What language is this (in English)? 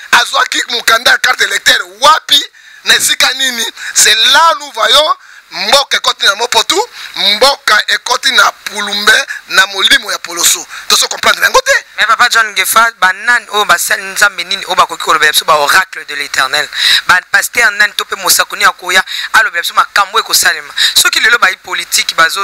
Lingala